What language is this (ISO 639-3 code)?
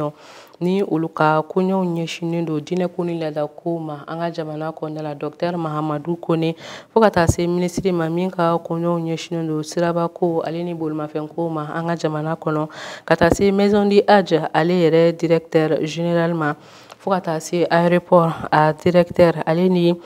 bam